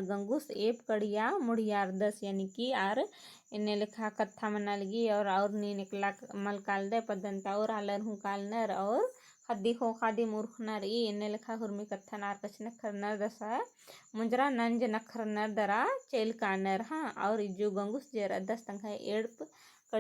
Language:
Kurukh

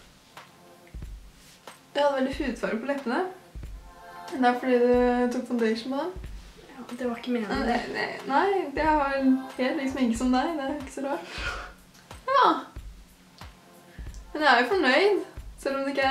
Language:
Norwegian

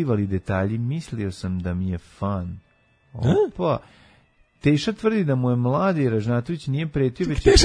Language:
Serbian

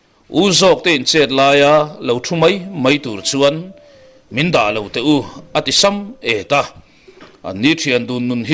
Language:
Mizo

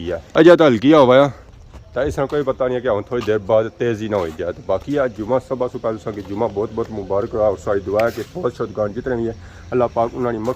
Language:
Pahari-Potwari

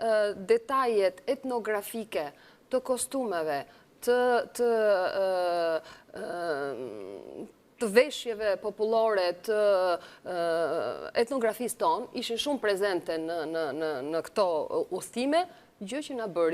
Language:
Albanian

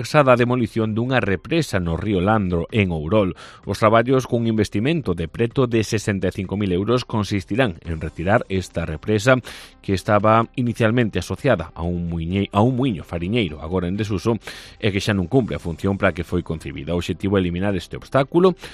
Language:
Galician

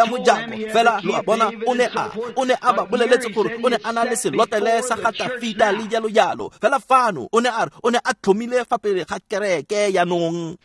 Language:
Tswana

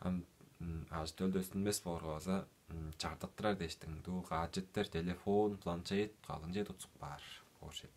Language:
Tuvinian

